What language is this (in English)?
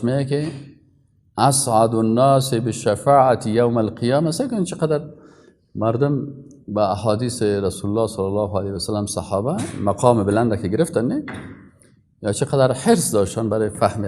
Persian